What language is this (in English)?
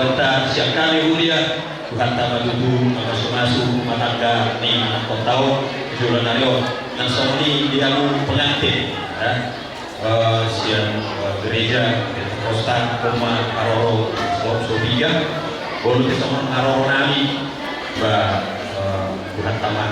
Batak Toba